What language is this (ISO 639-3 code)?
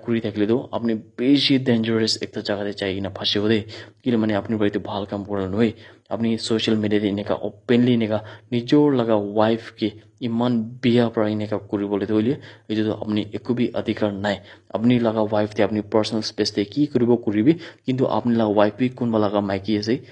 nag